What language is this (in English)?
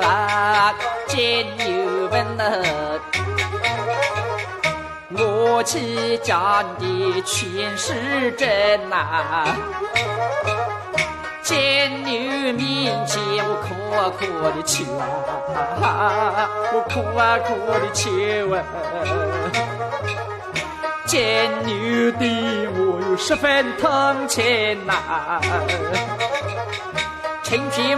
Chinese